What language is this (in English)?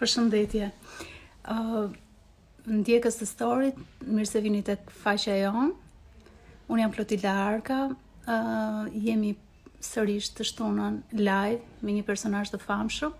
Albanian